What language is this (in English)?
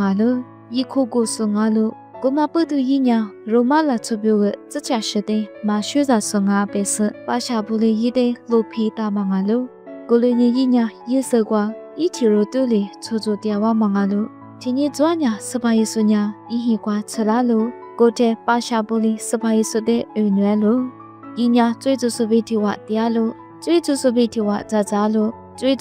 Lisu